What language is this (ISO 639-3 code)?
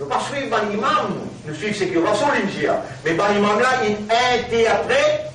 mfe